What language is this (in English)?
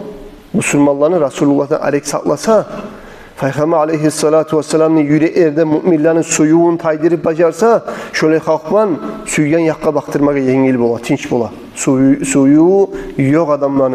Kumyk